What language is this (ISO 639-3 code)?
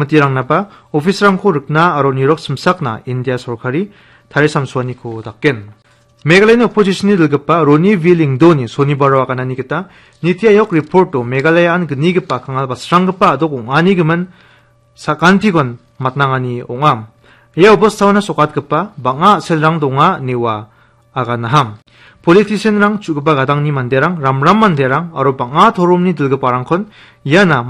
grt